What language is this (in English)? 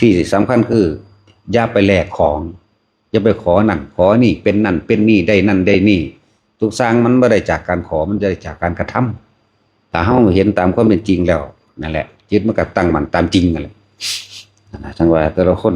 Northeastern Thai